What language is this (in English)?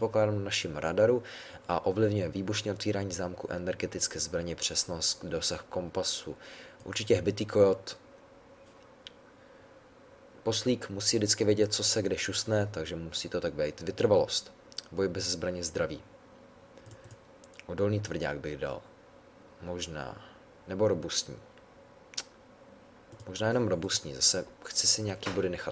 Czech